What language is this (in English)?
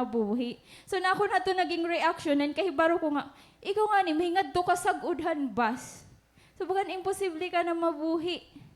Waray